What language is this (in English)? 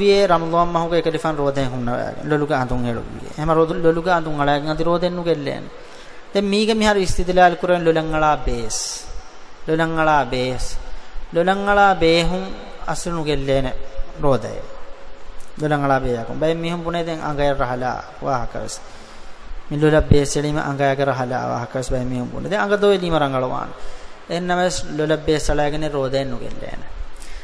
Divehi